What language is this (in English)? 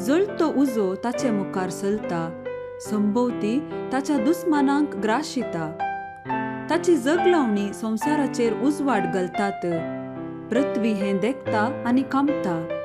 Konkani